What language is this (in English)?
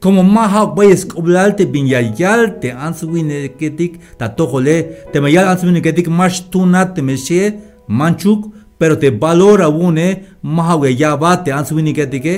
Tzeltal